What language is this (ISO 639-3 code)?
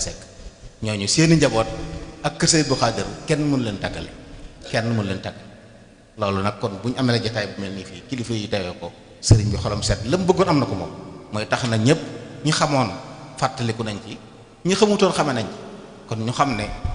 wol